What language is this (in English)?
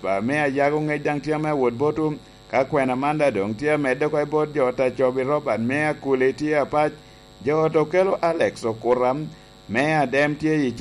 Lango (Uganda)